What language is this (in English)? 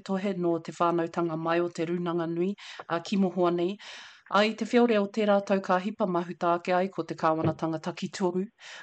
Māori